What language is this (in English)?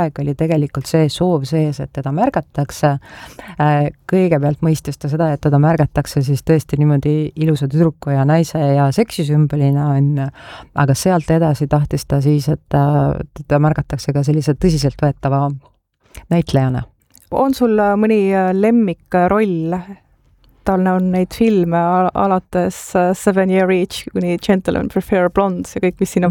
Estonian